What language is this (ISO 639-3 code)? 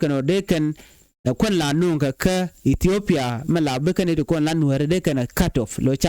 nus